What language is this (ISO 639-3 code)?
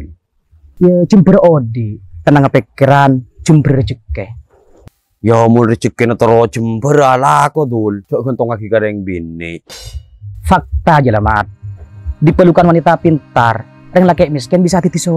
mad